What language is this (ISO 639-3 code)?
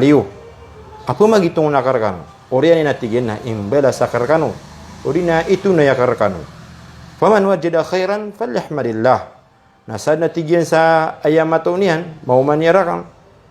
mrw